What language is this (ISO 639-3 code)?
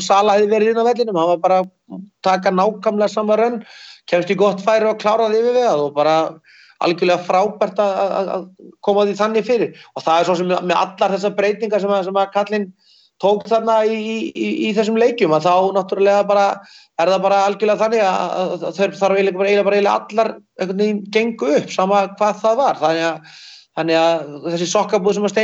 isl